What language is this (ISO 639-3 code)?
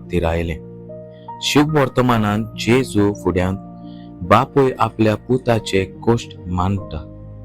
kok